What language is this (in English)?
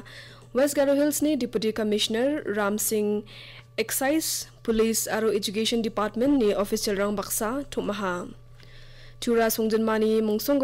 Garo